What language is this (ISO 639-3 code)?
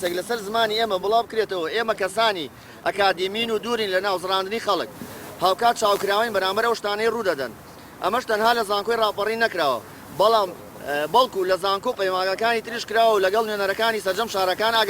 ckb